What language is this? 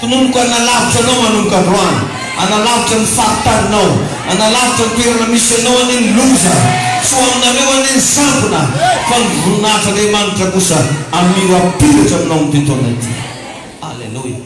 Malagasy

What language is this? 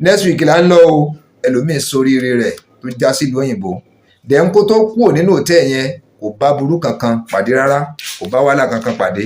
Yoruba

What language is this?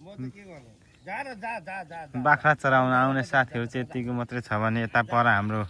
Nepali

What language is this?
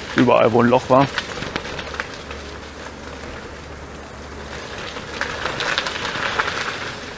German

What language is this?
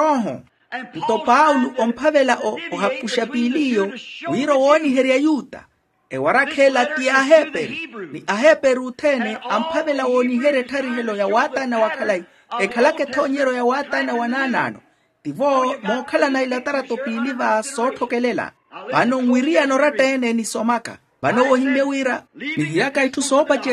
Makhuwa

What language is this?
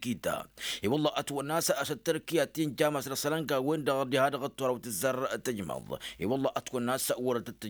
Tamasheq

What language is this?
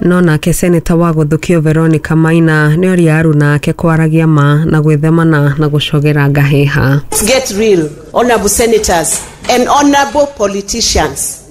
Kikuyu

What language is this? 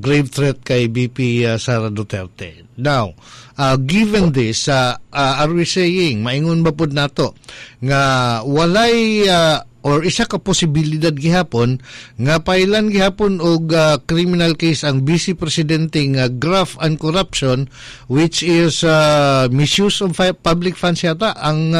Cebuano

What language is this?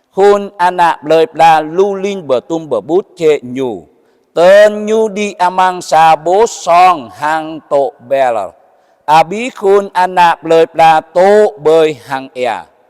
Jarai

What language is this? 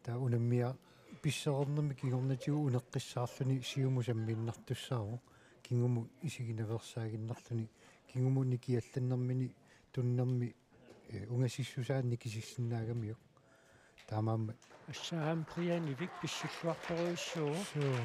Kalaallisut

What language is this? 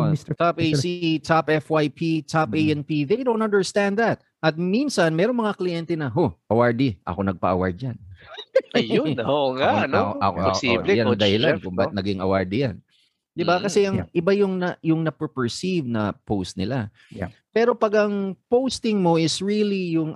Filipino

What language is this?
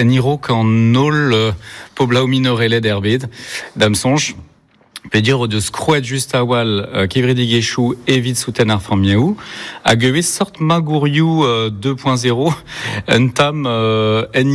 Breton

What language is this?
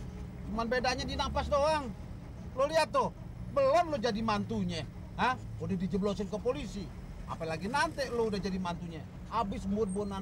Betawi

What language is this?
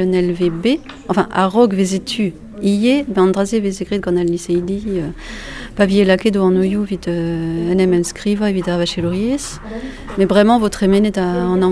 Breton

